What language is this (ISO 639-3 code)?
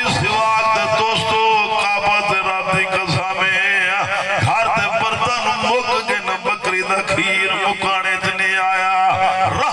skr